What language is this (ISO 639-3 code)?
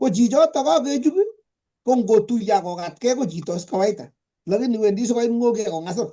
kln